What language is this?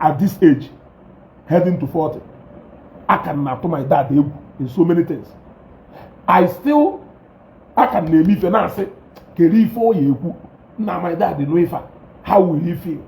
Igbo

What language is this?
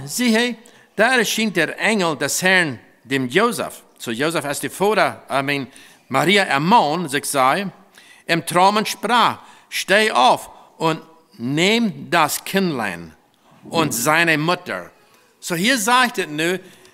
Plautdietsch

